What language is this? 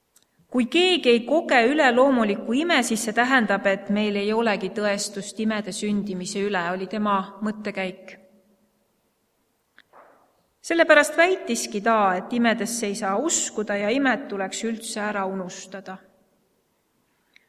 Estonian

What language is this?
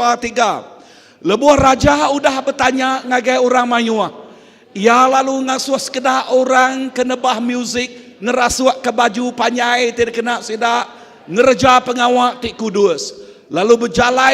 Iban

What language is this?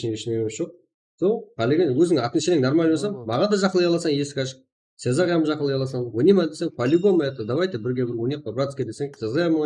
Kara-Kalpak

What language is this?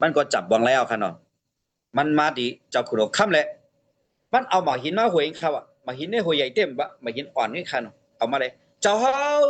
Shan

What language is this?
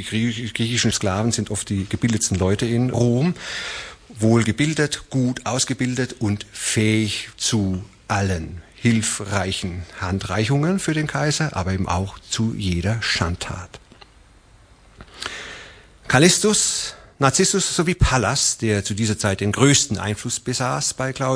German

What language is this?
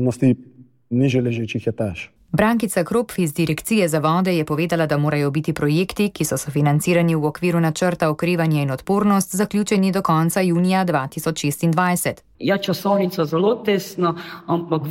Slovenian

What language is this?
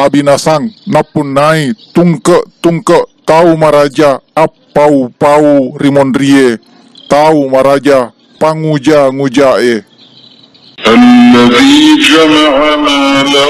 Buginese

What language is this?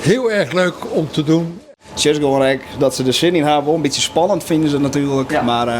Western Frisian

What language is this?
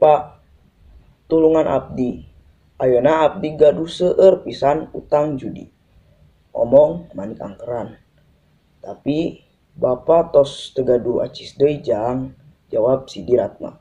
Sundanese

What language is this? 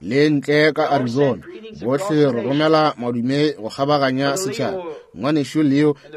Northern Sotho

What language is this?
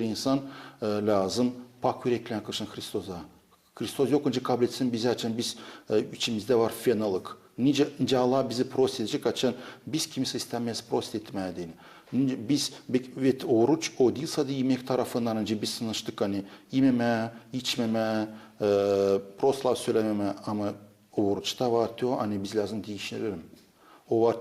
Gagauz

